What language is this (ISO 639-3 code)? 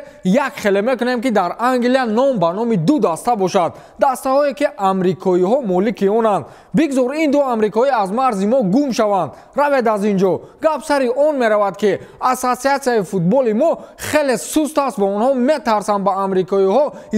tgk